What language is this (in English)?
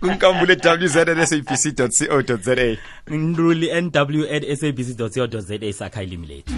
South Ndebele